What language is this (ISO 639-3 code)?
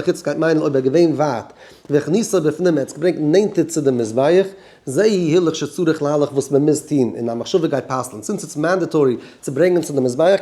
yid